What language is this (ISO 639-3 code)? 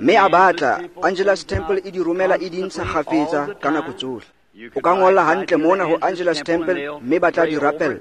tsn